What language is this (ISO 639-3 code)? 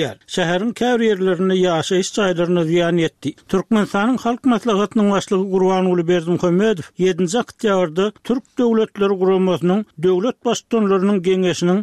tuk